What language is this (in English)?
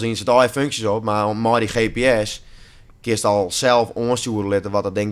Western Frisian